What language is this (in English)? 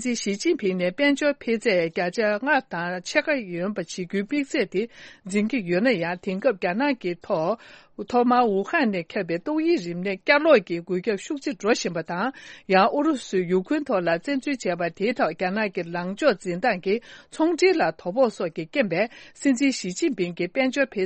Tibetan